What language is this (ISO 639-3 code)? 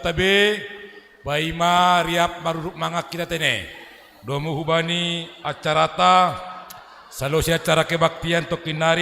bts